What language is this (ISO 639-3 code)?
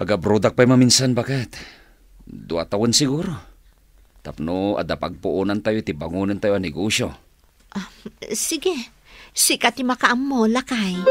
ilo